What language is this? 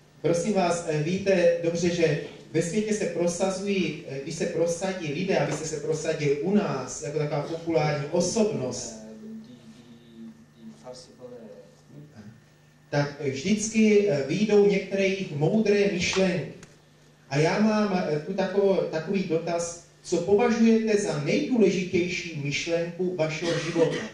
Czech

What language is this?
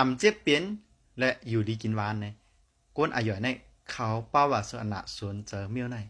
Shan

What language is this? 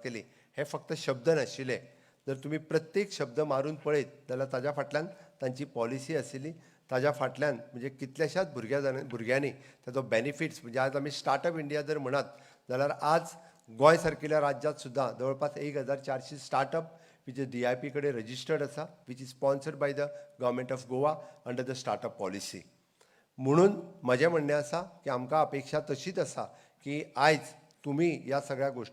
Konkani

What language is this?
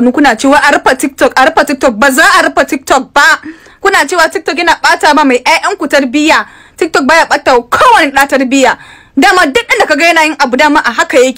Hausa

